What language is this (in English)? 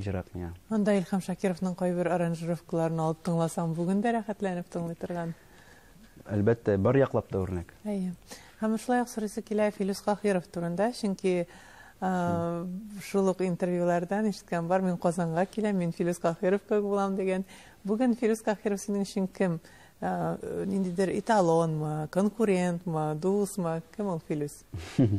Tatar